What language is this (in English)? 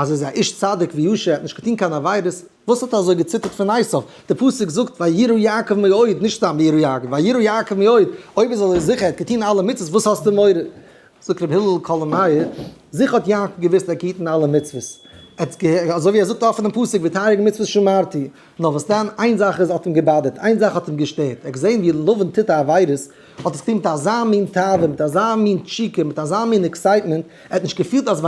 Yiddish